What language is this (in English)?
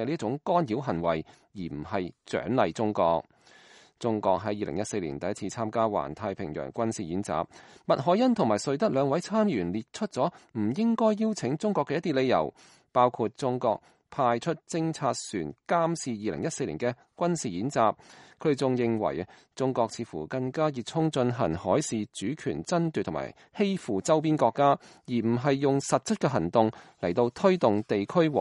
Cantonese